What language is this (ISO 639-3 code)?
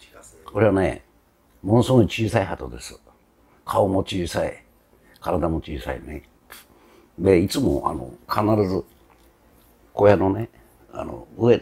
jpn